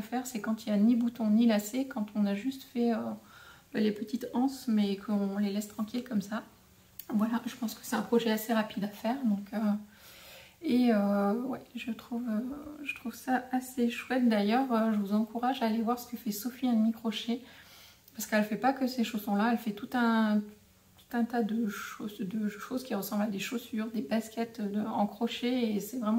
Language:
French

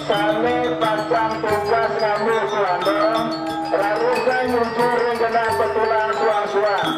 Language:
Balinese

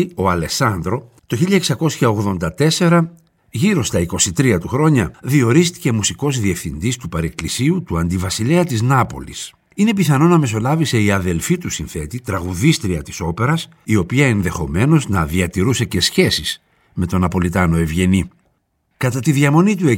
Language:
Greek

